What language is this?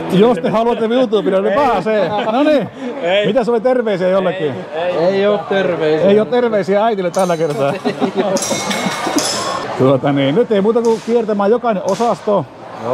Finnish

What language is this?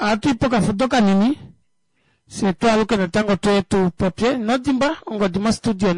Kuanyama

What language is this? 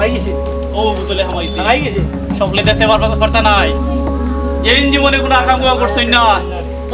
Sylheti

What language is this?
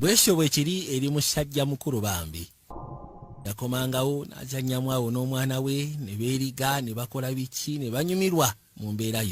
Ganda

